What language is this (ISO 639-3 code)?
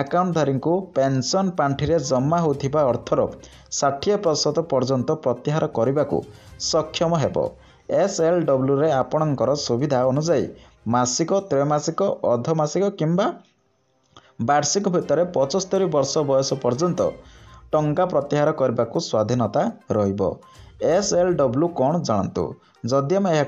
ori